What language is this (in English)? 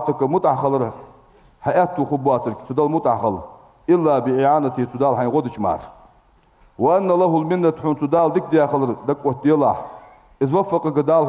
Ingush